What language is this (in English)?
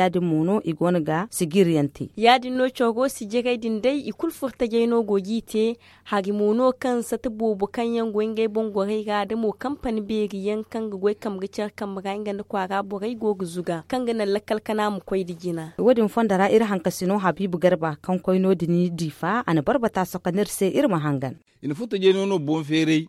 Zarma